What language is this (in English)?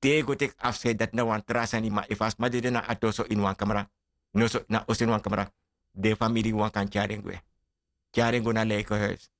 Sranan Tongo